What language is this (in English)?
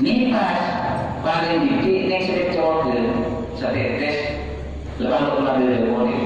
Madurese